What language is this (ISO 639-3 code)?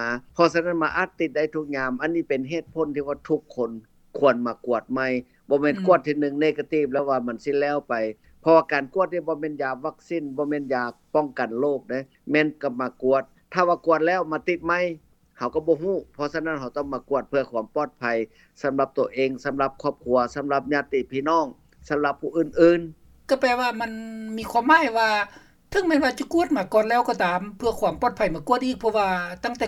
lao